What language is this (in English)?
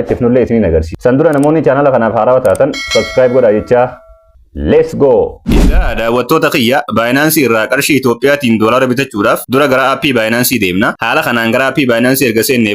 Oromo